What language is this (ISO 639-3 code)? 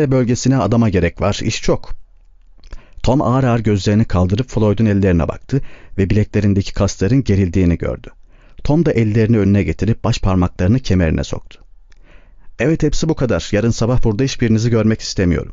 tur